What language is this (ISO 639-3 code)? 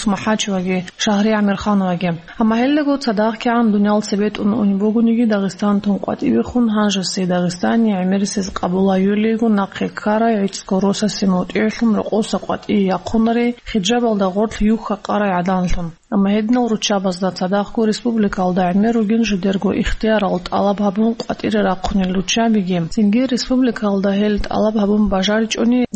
ava